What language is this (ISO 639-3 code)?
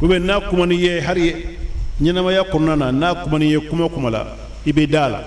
bam